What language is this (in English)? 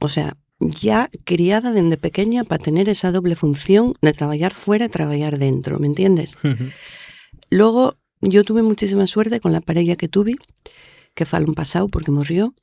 Asturian